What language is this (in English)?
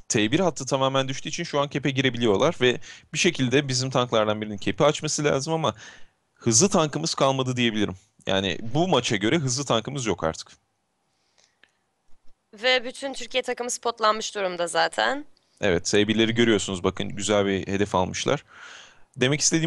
Turkish